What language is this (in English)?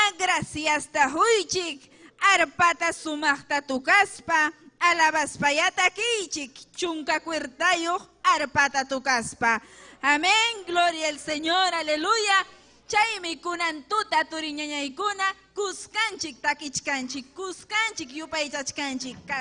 Ayacucho Quechua